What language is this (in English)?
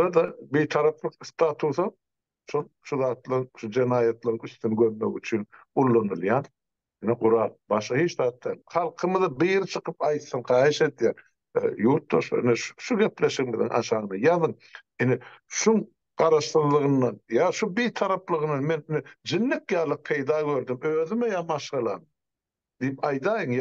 Turkmen